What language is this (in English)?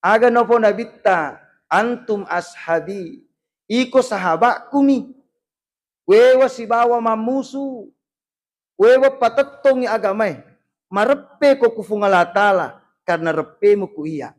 Buginese